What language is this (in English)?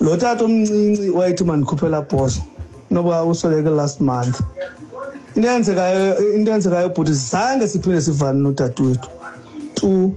Xhosa